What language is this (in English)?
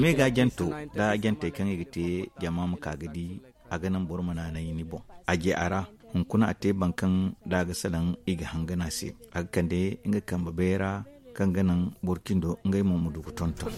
Zarma